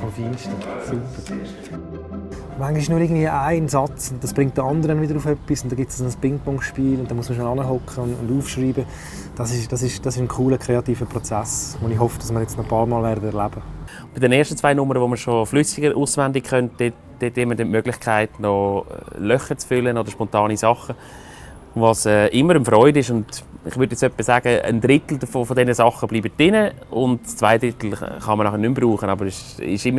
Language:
Swiss German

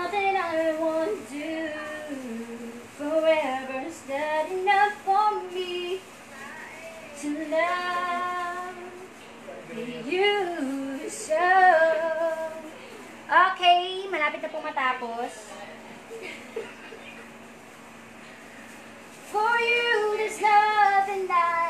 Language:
Filipino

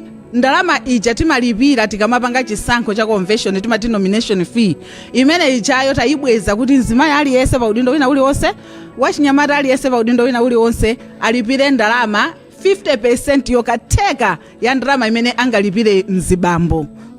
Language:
Nyanja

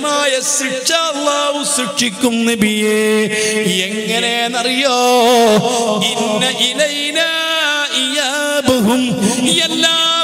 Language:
Malayalam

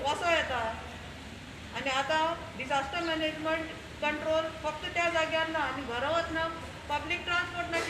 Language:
Konkani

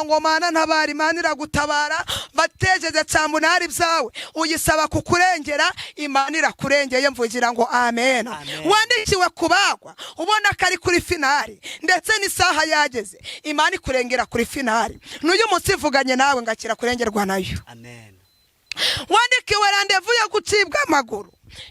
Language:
Kinyarwanda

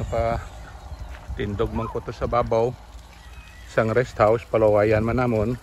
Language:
Hiligaynon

